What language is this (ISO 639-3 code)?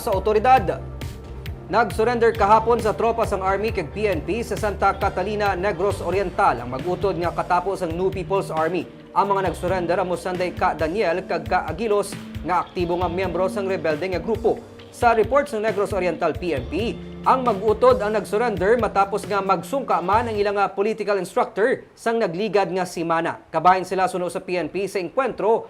hil